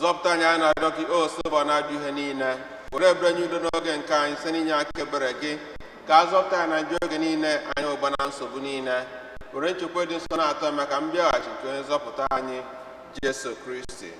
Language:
Igbo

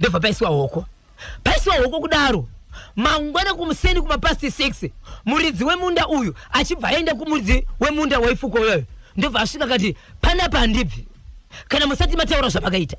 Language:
Shona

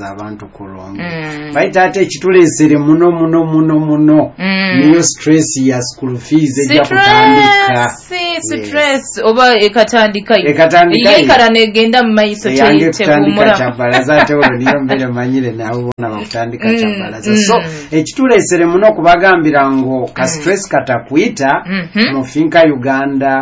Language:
Nyoro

